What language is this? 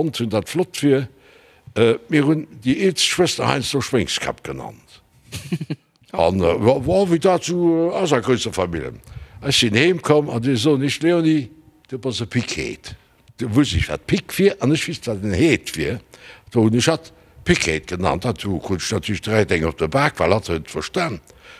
Luxembourgish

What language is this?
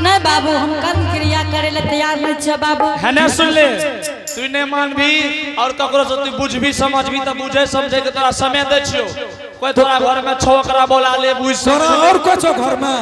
Angika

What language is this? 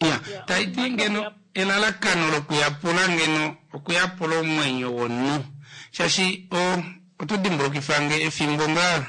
Kuanyama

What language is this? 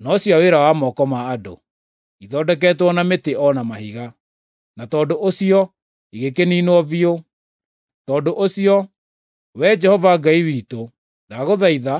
Kikuyu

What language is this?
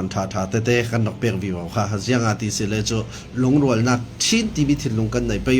Falam Chin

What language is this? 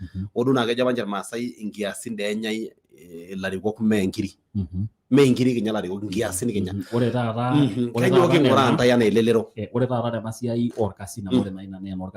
Masai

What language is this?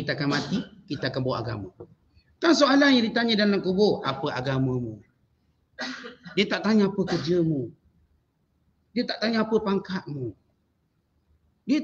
Malay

